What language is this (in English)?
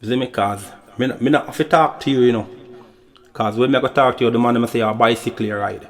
Jamaican Creole English